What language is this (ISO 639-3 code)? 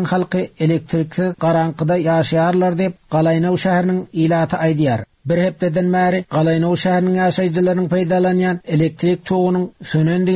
tuk